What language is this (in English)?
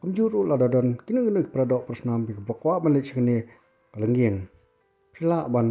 Khasi